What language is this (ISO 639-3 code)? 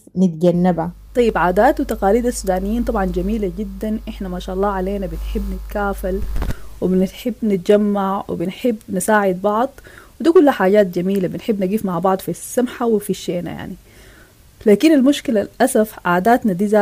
apd